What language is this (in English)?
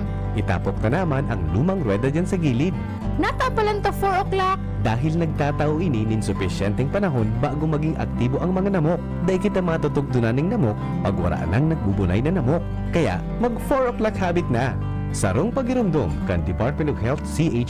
Bikol